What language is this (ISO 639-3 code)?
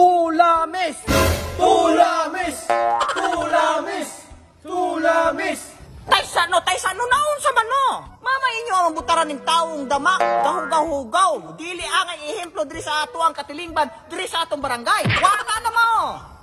ceb